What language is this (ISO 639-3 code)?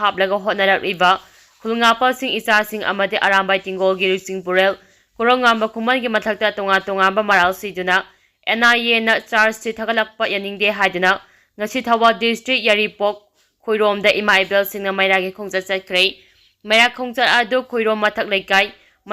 mni